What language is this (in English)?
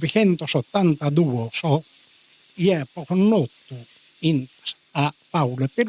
Sardinian